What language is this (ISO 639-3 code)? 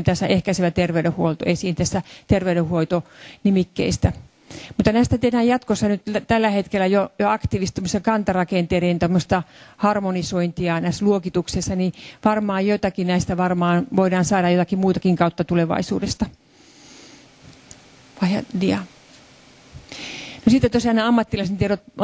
fin